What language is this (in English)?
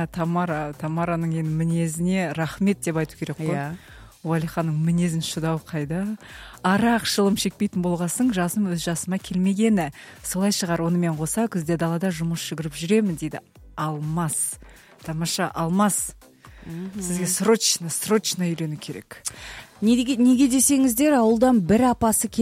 Kazakh